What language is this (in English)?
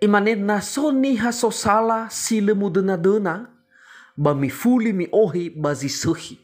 Nias